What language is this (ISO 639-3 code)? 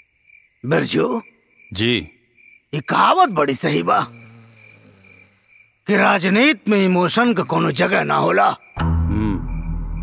bho